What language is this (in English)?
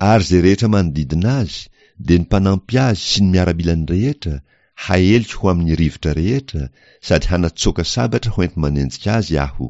Malagasy